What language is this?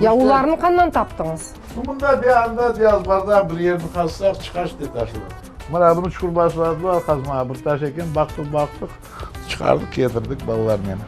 Crimean Tatar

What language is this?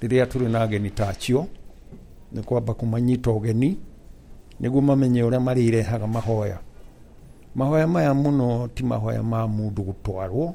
Kikuyu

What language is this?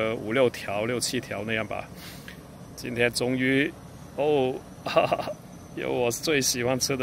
Chinese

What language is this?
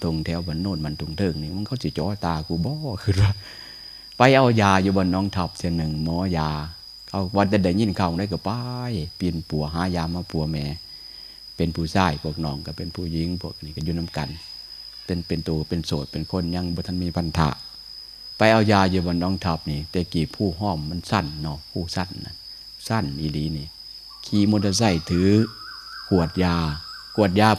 Northeastern Thai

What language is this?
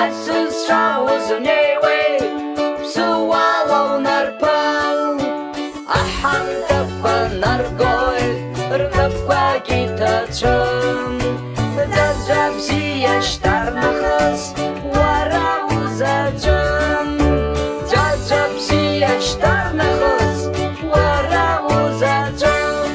Abkhazian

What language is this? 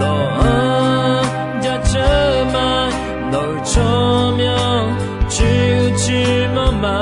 Akha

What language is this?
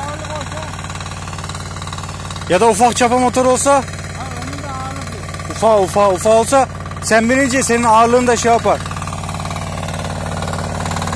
Turkish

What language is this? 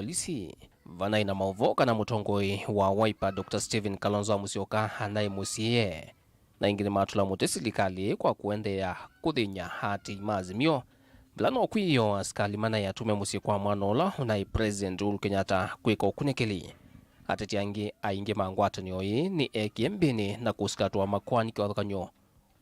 Kamba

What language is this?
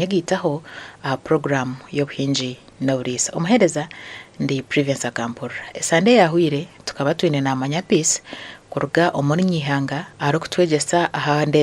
Nyankole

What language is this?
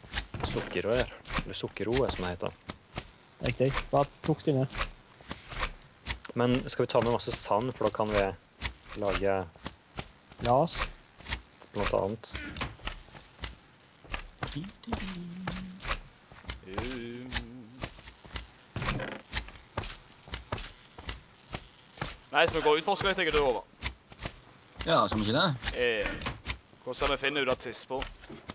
Norwegian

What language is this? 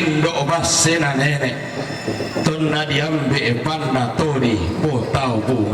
Toraja-Sa'dan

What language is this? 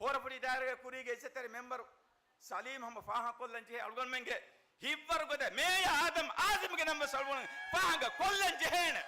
Divehi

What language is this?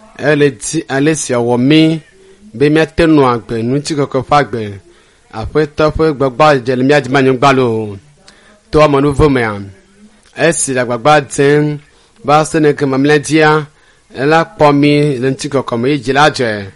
Ewe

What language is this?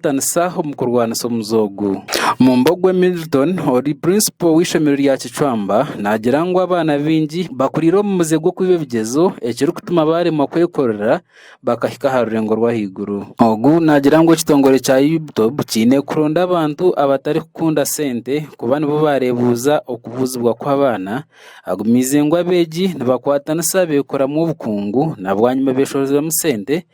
Nyankole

